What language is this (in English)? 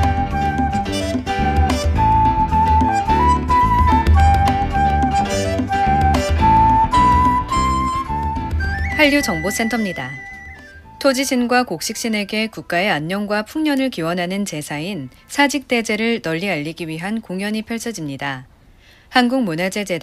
Korean